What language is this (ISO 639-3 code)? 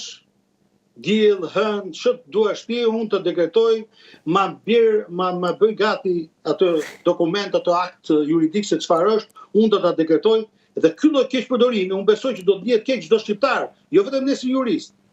sqi